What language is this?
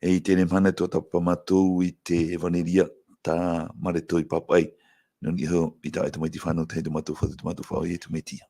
Tahitian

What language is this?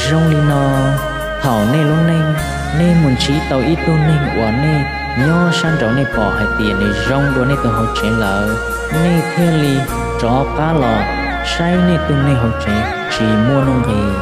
Hmong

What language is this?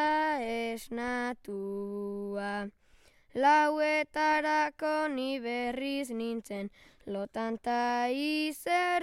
Basque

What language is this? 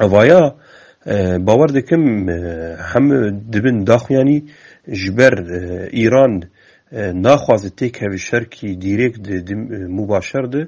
Kurdish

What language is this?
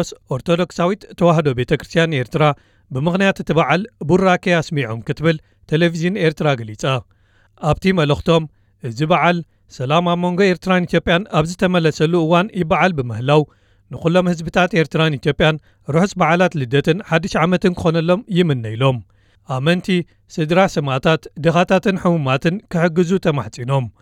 Tigrinya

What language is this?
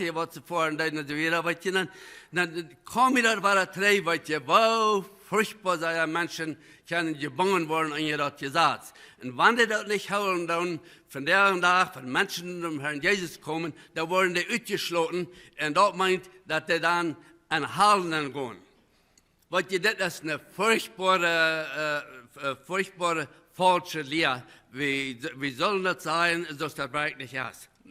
Plautdietsch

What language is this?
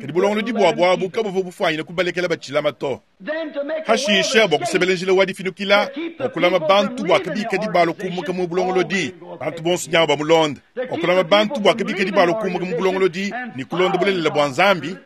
Luba-Lulua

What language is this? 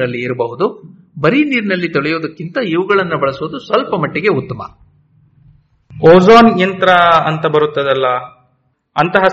Kannada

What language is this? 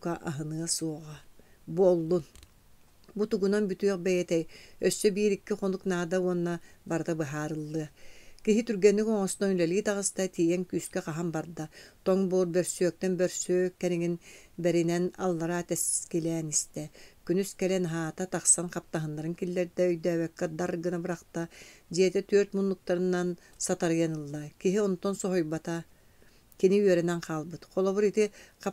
Yakut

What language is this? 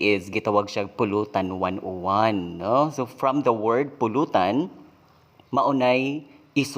Cebuano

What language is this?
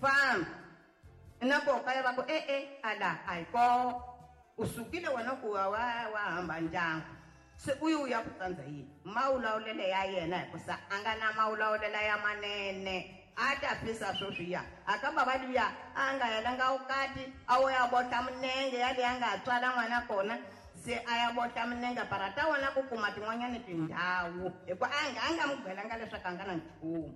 Tsonga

